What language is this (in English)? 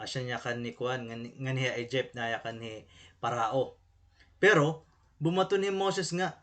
Waray